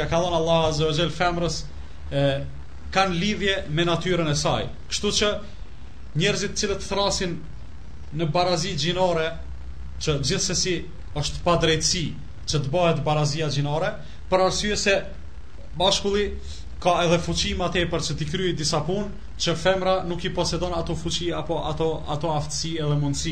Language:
Albanian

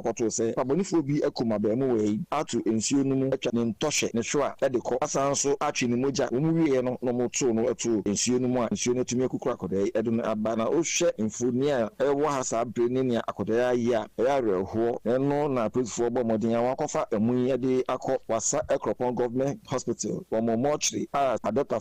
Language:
Akan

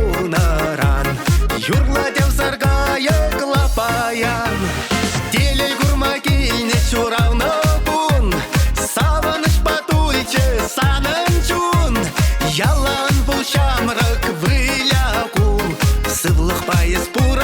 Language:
Chuvash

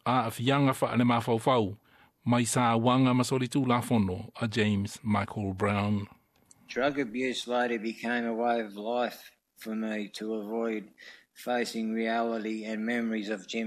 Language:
Samoan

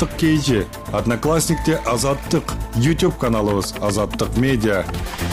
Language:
Kyrgyz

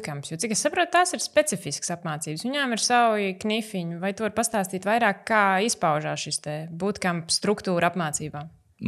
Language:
Latvian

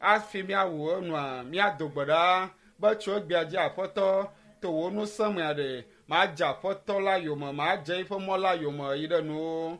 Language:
Ewe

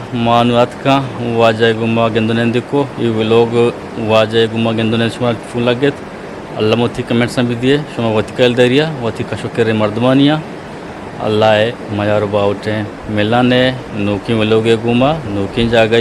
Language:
Eastern Balochi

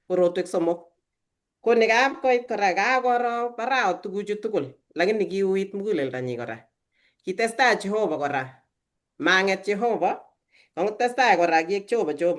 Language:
Kalenjin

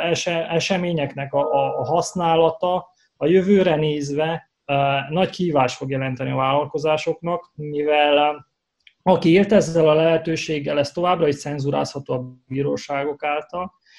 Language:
Hungarian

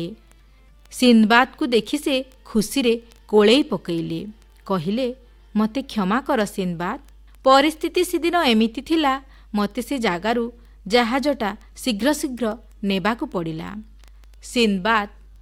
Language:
Odia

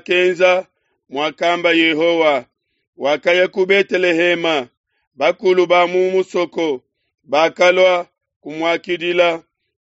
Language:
Luba-Lulua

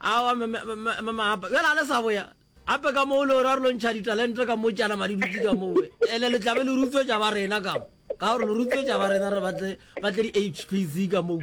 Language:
Northern Sotho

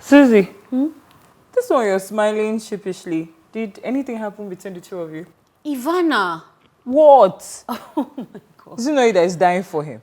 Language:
Nigerian Pidgin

